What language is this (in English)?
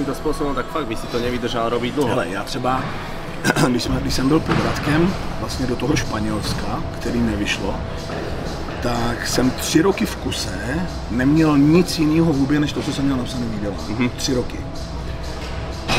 Czech